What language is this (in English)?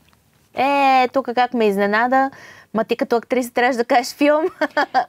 Bulgarian